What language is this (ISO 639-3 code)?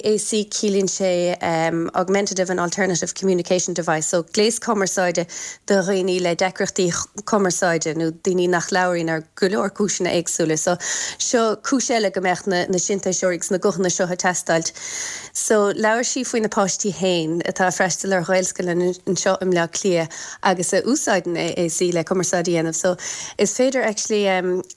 gle